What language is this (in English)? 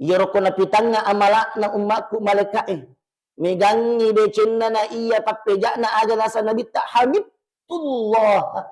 Buginese